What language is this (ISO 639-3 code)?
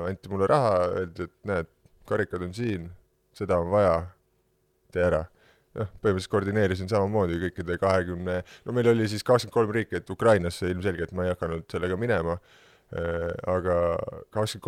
est